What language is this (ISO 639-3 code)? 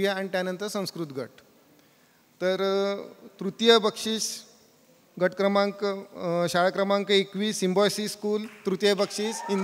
mar